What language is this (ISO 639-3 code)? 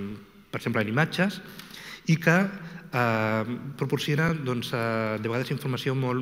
cat